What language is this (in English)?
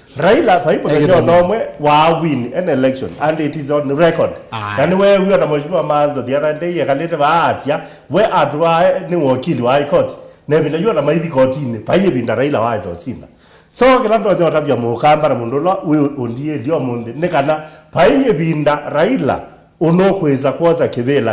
Kamba